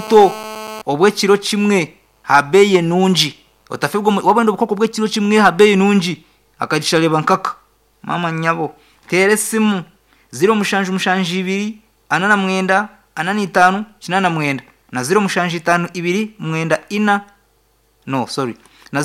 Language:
Nyankole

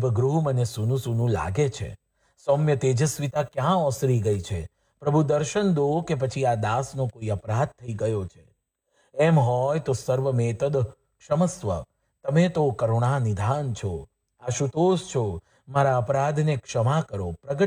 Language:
Gujarati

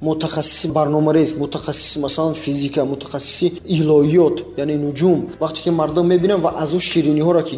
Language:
Tajik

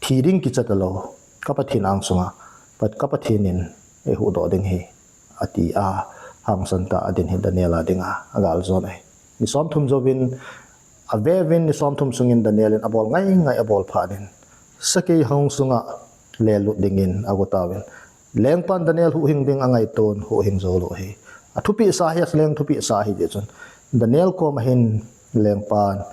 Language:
Thado Chin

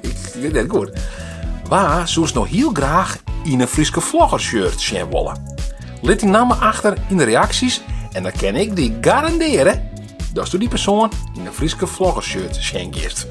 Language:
Western Frisian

